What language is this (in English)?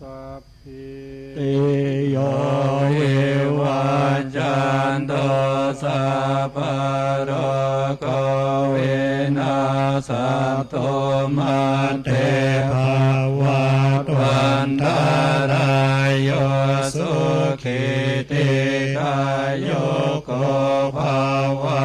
Pali